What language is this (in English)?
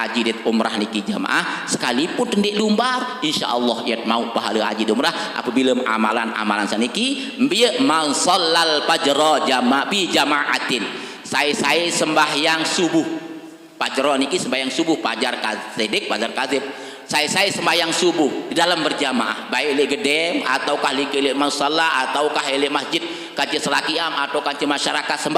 Sasak